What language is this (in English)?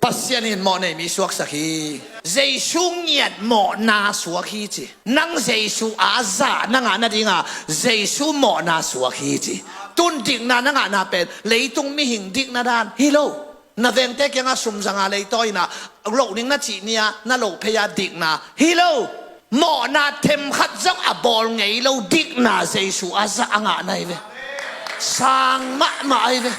Tedim Chin